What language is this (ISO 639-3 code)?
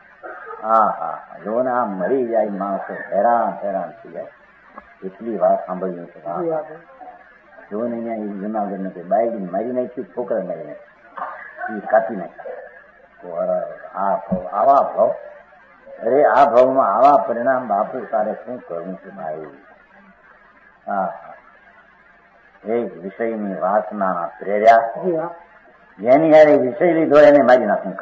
guj